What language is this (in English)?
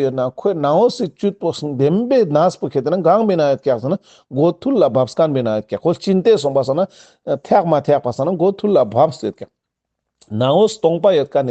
Ladakhi